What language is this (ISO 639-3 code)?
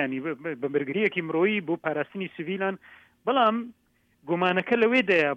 ckb